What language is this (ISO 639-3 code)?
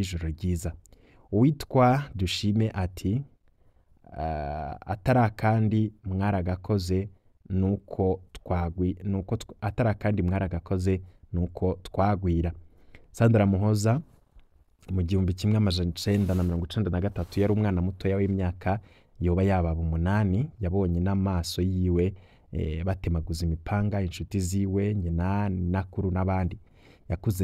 run